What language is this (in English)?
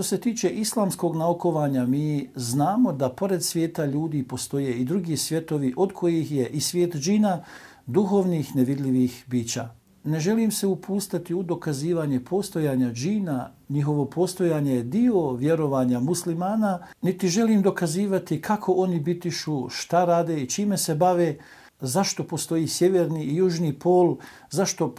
Bosnian